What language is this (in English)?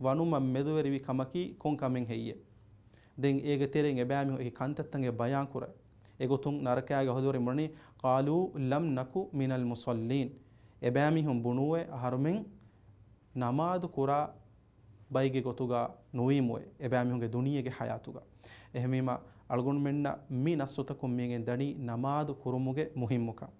Divehi